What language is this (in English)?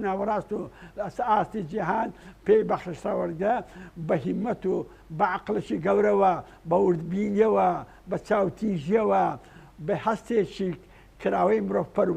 Central Kurdish